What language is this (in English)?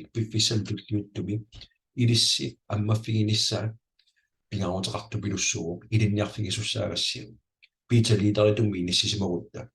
Kalaallisut